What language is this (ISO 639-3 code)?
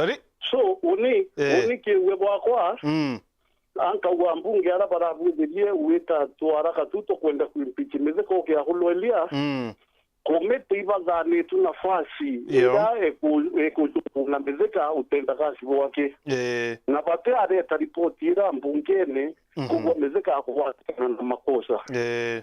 mer